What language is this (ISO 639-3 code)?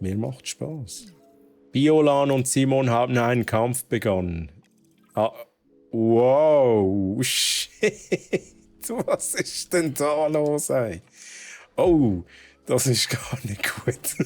gsw